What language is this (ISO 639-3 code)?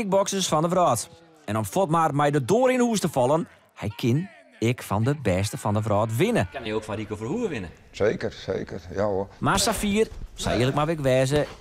fry